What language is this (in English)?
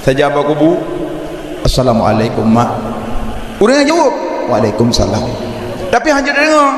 Achinese